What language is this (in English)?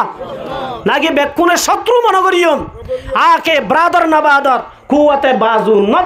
Rohingya